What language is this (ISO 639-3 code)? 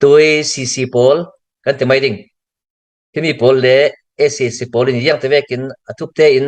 cnh